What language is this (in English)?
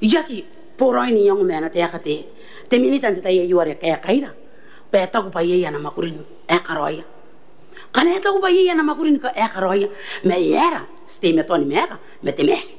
Gilbertese